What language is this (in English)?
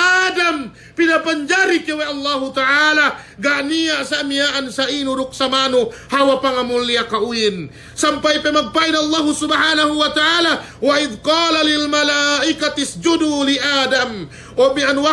Yakan